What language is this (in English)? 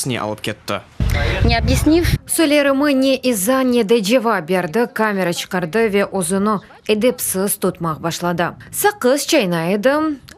Crimean Tatar